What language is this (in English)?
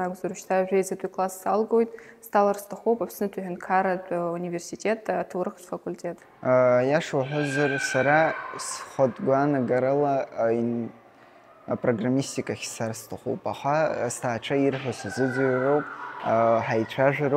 Abkhazian